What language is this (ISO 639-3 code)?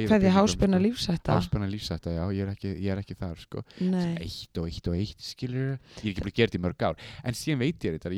isl